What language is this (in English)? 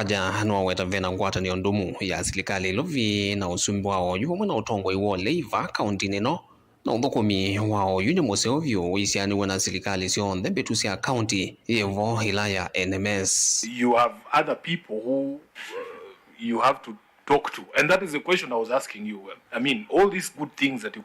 Kamba